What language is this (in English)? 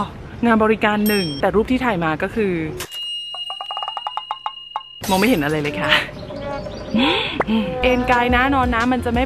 Thai